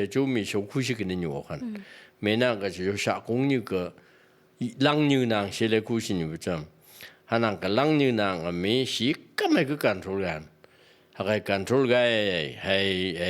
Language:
Phom Naga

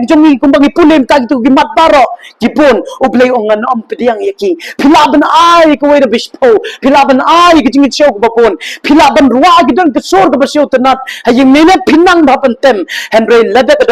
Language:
Khasi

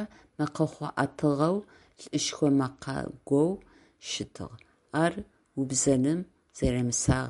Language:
Adyghe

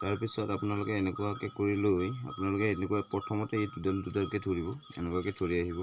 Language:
Assamese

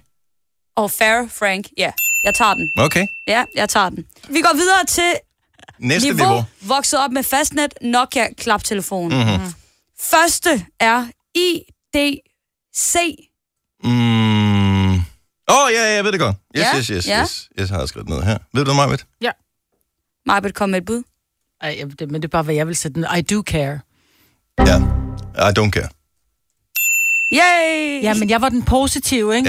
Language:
Danish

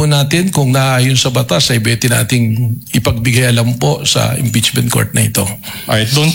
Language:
Filipino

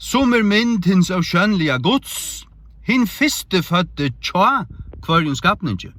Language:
Faroese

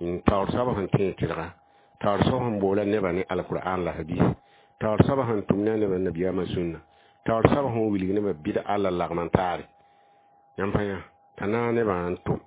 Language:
Mossi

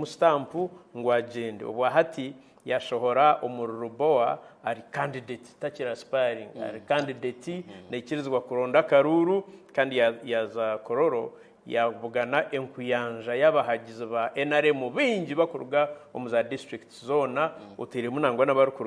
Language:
Nyankole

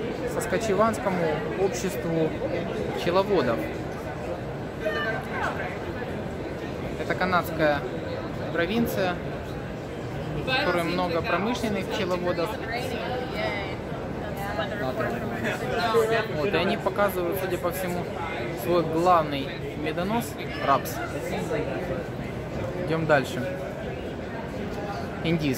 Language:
Russian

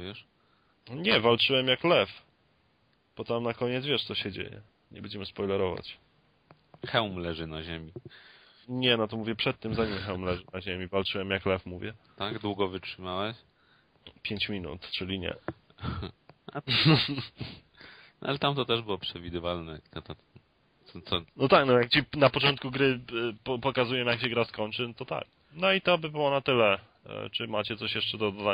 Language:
Polish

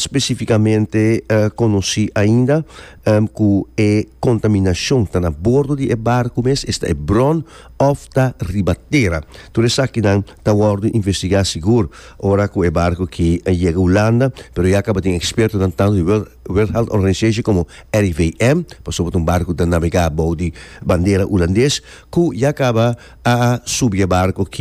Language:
Papiamento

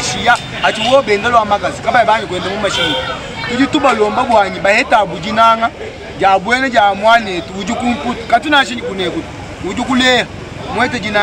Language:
Luba-Lulua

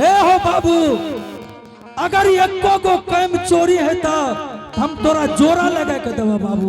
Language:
Angika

